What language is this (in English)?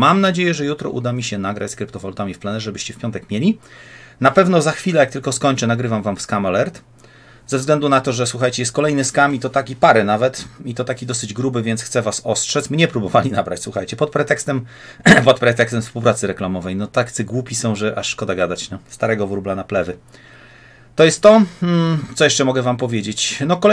Polish